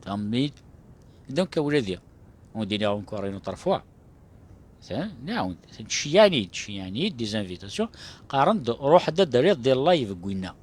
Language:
Kabyle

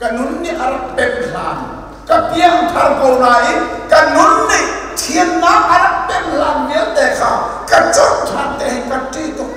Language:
Hakha Chin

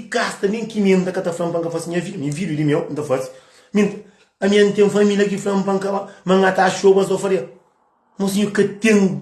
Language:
Kabuverdianu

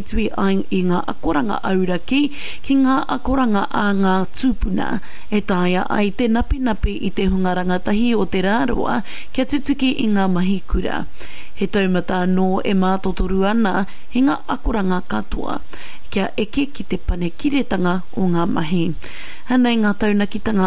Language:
Māori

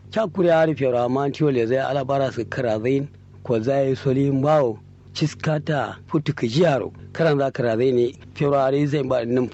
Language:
Kanuri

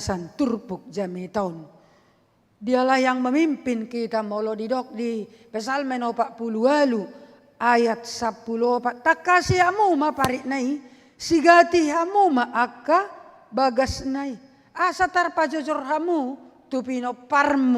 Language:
Batak Toba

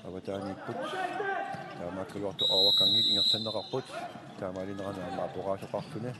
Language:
Kalaallisut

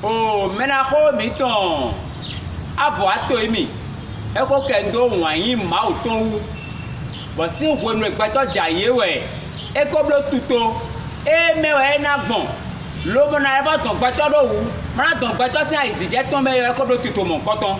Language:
Fon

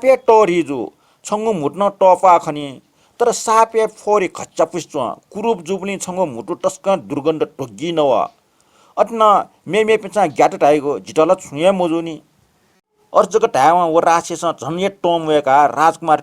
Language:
Newari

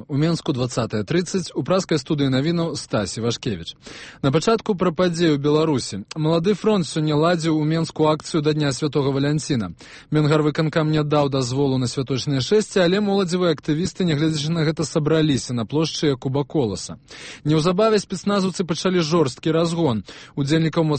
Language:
Belarusian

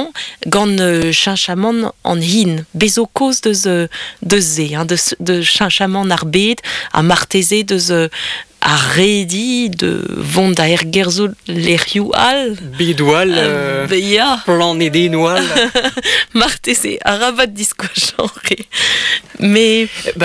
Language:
Breton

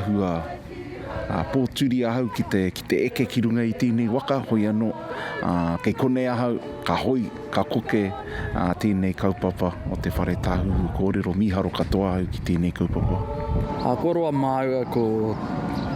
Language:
Māori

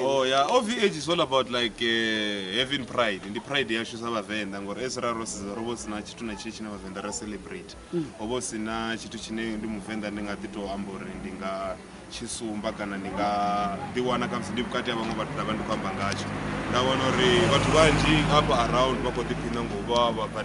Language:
Venda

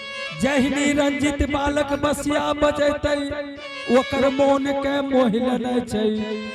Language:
Angika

